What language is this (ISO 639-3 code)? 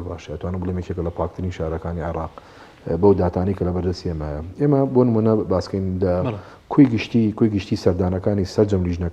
ckb